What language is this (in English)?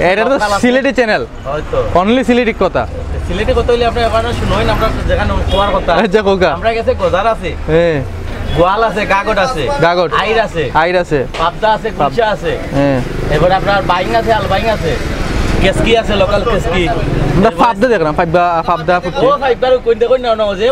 Sylheti